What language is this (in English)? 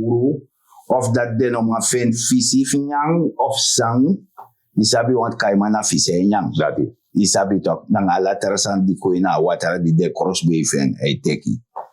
Sranan Tongo